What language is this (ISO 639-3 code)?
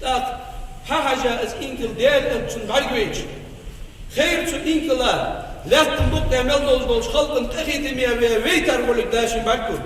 inh